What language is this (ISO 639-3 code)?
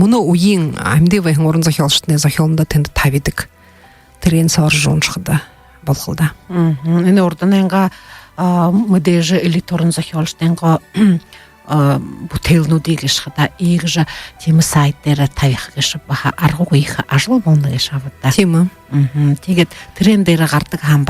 bua